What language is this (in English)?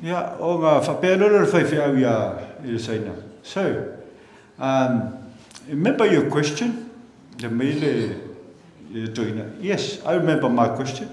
Samoan